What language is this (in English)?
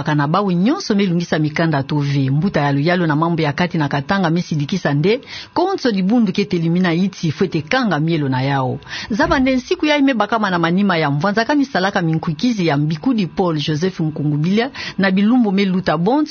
Kituba (Democratic Republic of Congo)